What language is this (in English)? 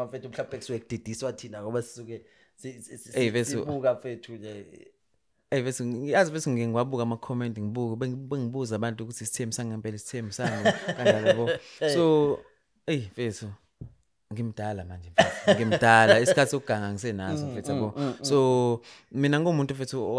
Zulu